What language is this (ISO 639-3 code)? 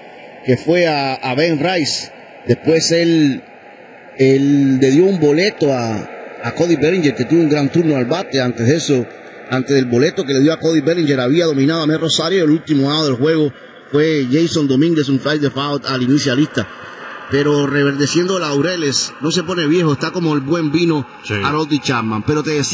spa